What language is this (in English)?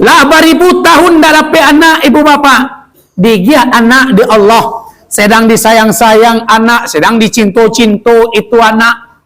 Minangkabau